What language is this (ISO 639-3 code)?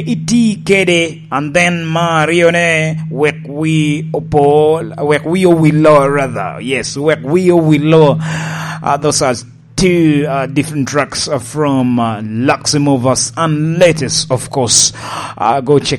laj